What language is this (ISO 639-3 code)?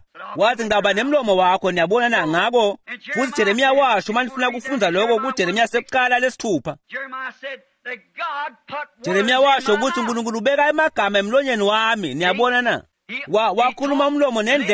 ssw